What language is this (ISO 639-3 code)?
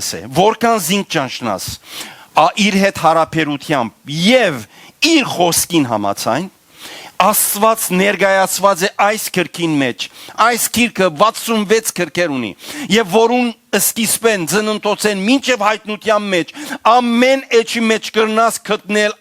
hyw